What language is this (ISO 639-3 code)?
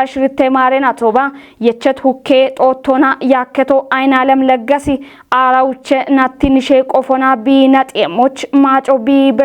kbr